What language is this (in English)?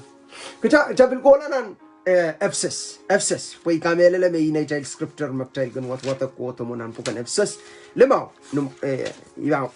Pohnpeian